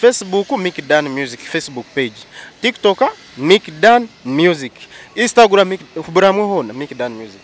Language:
Nyankole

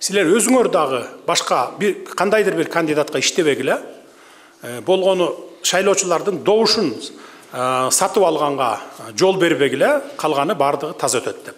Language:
Kyrgyz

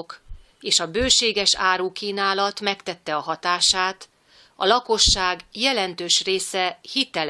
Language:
Hungarian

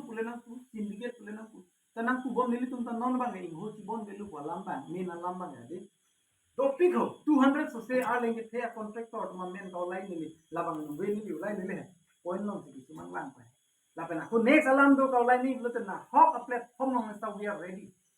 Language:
Karbi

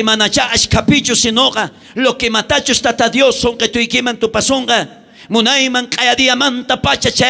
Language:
South Bolivian Quechua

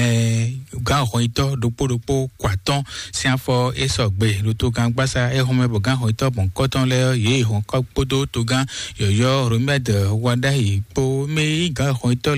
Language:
Fon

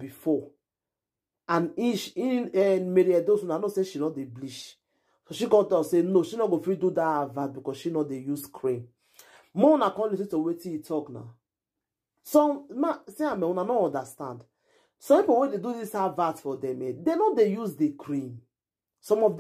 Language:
Nigerian Pidgin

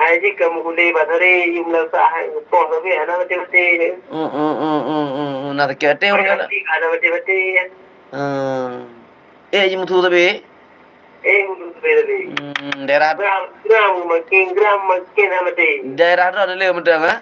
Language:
Achinese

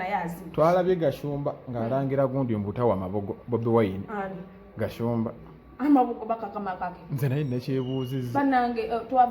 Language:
Ganda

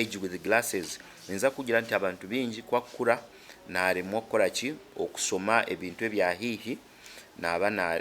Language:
Nyankole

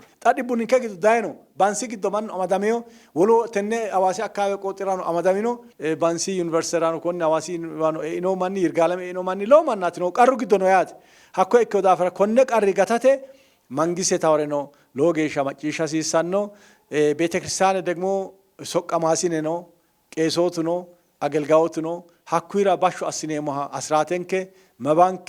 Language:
Sidamo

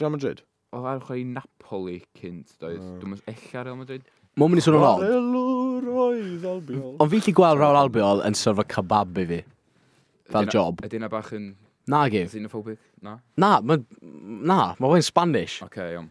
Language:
Welsh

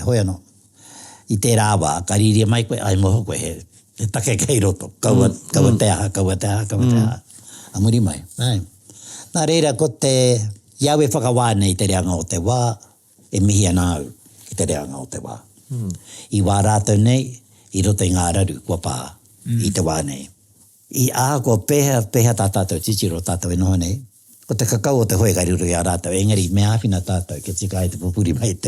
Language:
Māori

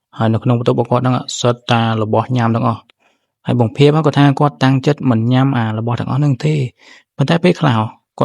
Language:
Khmer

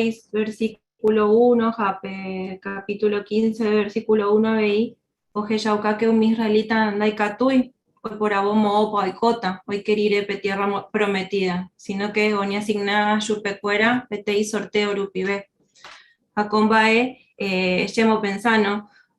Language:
Guarani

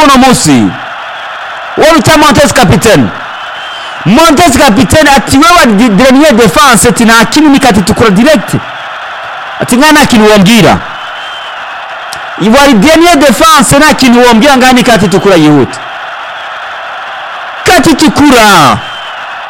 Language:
Rundi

